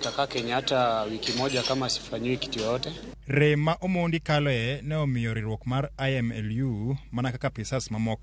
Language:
Luo (Kenya and Tanzania)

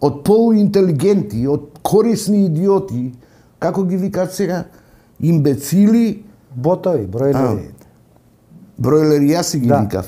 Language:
Macedonian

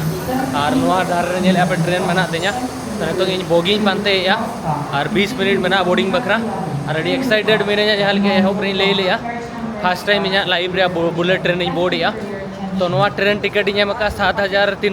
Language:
Santali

